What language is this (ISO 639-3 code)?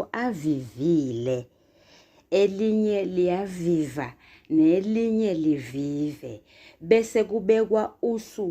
zul